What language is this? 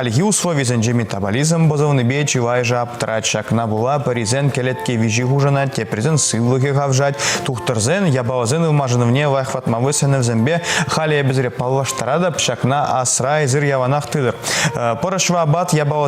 Chuvash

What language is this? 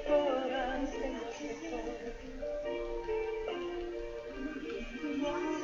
Korean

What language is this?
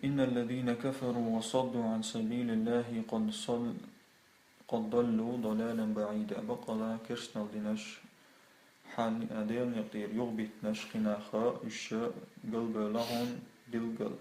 Chechen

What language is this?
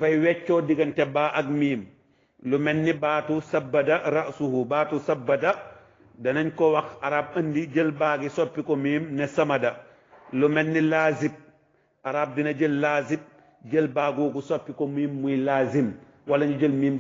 Wolof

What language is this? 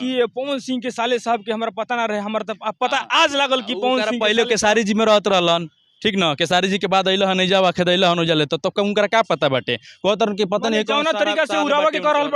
Bhojpuri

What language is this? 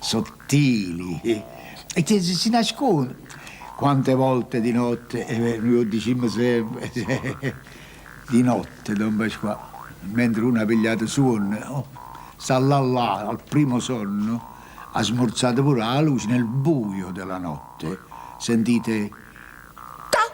Neapolitan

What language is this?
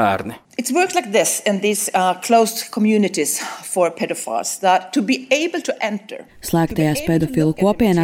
Latvian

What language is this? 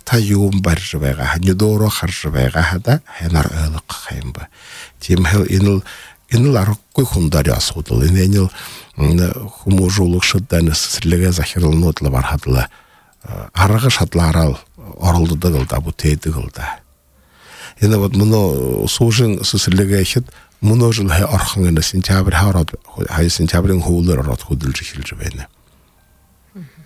Buriat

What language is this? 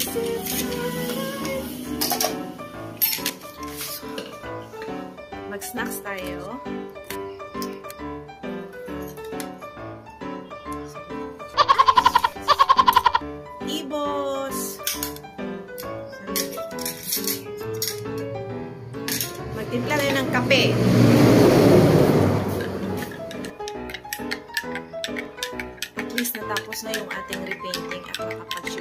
Filipino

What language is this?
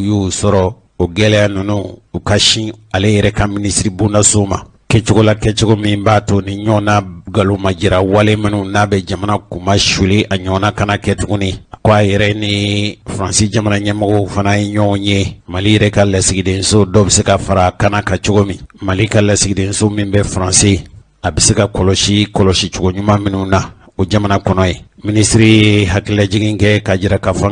Bambara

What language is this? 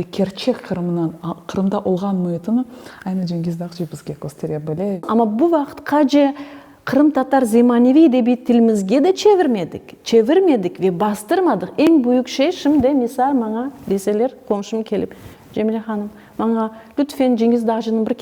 Crimean Tatar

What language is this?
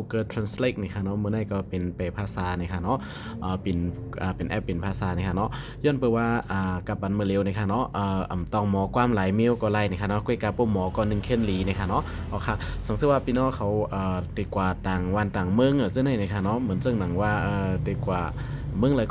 Shan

